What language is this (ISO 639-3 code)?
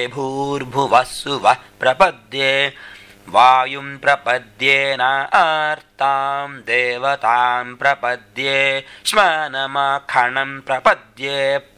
san